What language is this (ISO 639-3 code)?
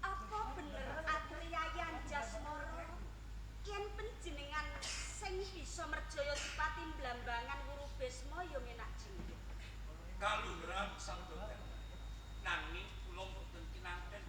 jav